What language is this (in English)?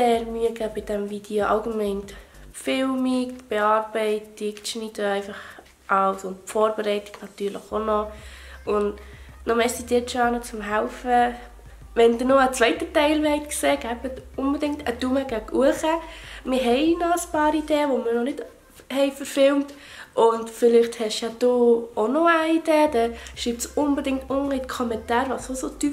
Swiss German